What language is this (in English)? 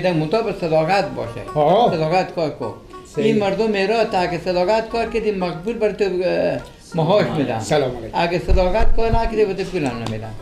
Persian